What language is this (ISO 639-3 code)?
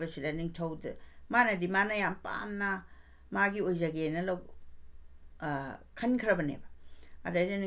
mni